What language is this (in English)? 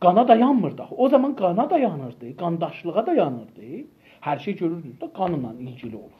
South Azerbaijani